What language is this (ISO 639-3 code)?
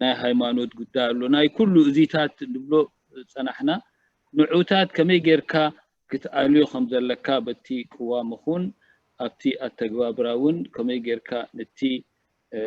tir